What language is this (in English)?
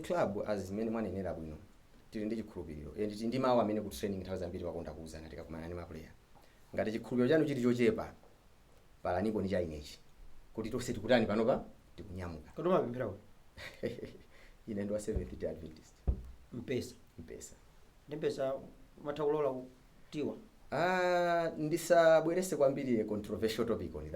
Nyanja